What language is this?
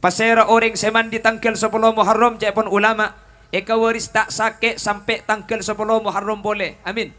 Madurese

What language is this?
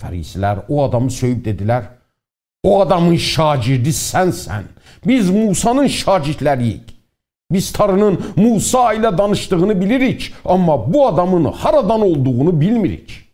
South Azerbaijani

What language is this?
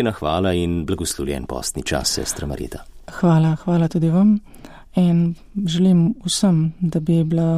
Slovenian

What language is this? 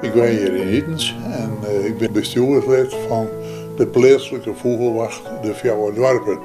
Western Frisian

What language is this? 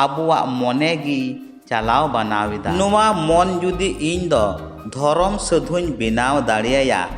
Santali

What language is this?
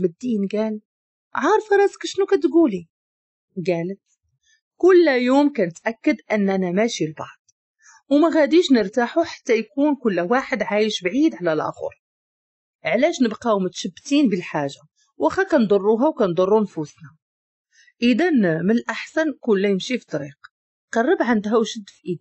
Moroccan Arabic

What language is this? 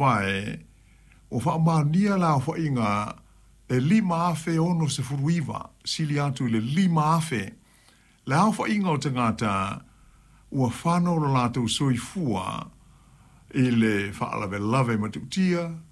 Samoan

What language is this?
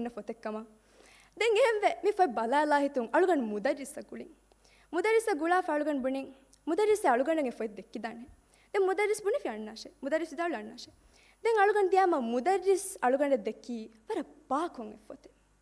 Divehi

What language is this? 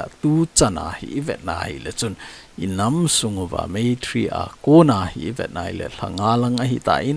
Thado Chin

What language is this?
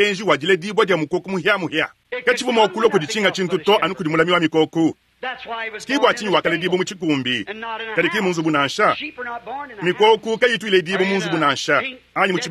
Luba-Lulua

